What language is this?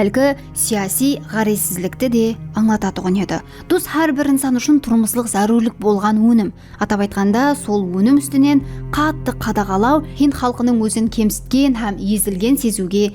Kara-Kalpak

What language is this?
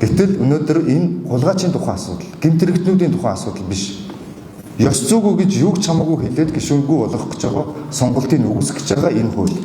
Mongolian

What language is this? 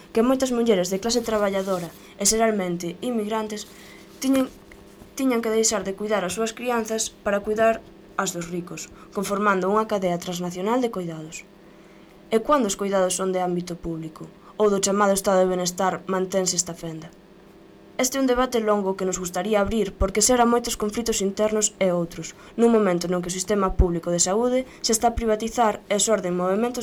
Galician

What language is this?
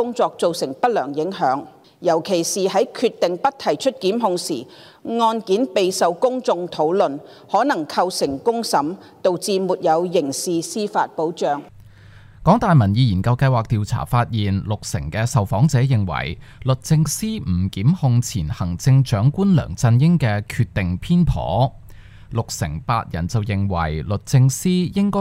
Cantonese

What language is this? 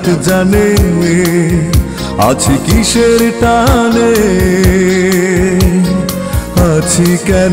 Bangla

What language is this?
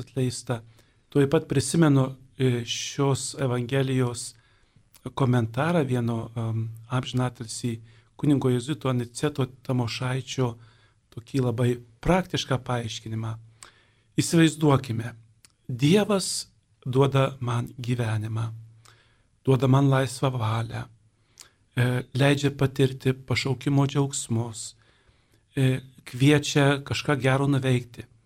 Lithuanian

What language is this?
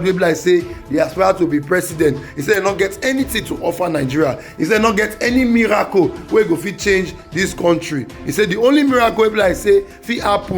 Nigerian Pidgin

